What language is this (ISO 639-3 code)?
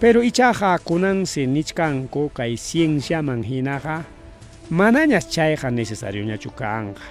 quy